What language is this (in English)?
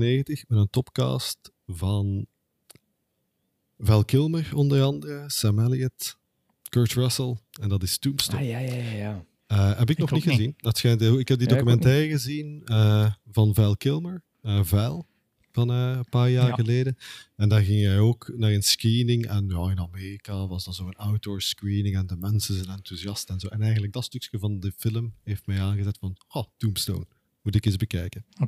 Dutch